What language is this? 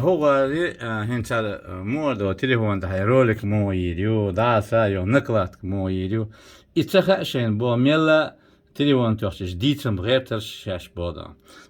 Chechen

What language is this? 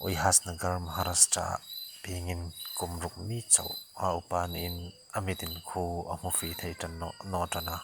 Hmar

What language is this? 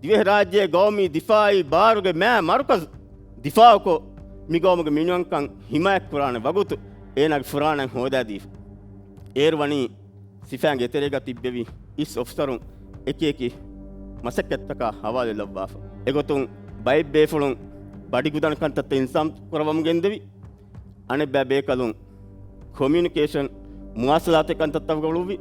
Divehi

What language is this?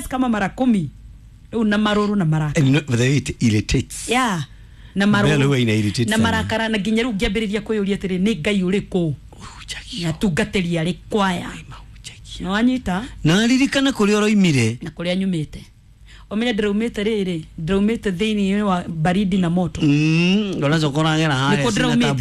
Kikuyu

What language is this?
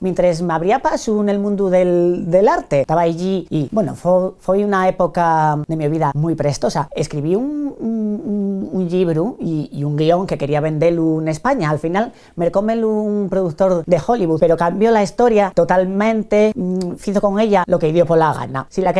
Asturian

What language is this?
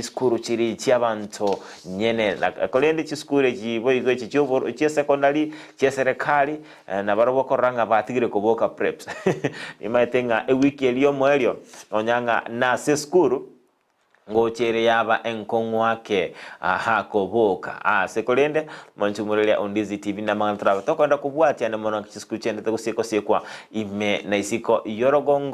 Gusii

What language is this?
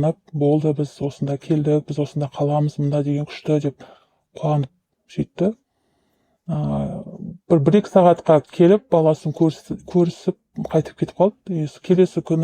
Kazakh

